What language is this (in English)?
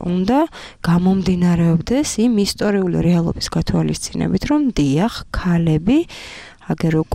Georgian